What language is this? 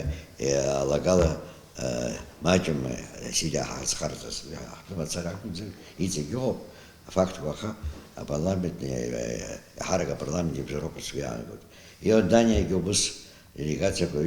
Abkhazian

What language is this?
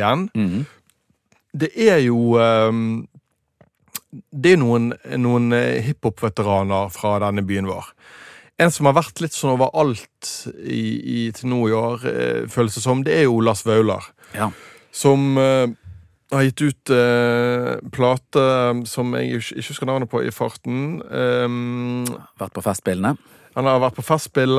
Norwegian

